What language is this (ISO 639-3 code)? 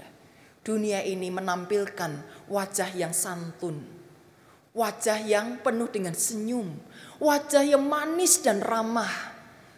ind